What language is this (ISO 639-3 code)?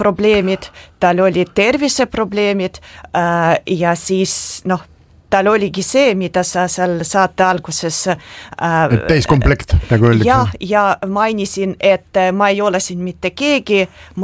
est